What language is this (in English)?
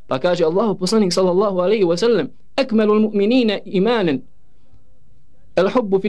Bosnian